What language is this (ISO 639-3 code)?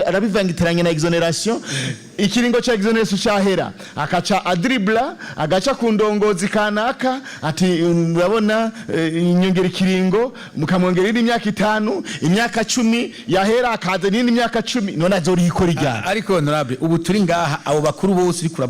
run